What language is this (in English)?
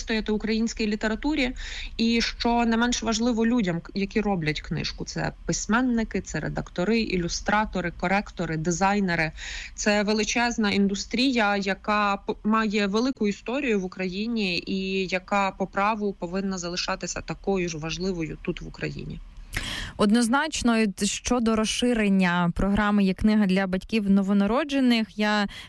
Ukrainian